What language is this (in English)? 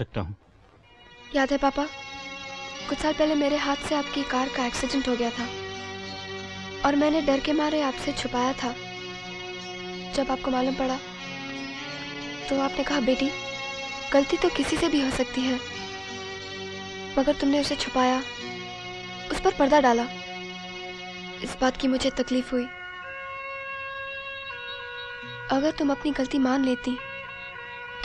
Hindi